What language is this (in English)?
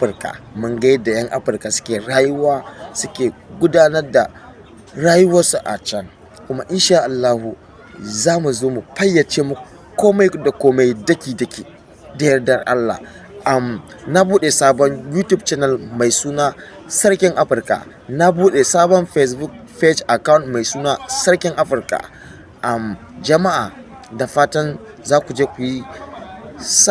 Hausa